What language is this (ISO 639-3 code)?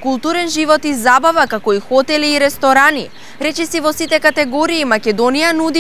mkd